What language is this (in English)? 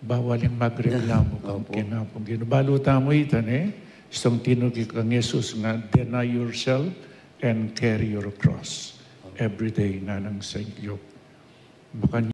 Pampanga